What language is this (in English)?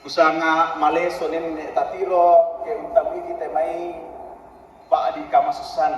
Toraja-Sa'dan